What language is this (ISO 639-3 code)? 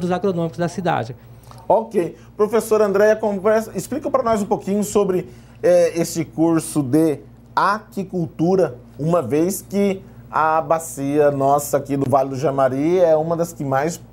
por